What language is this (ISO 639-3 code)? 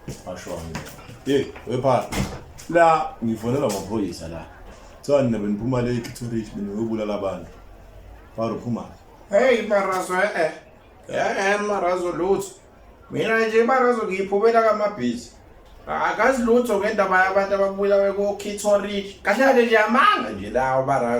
zul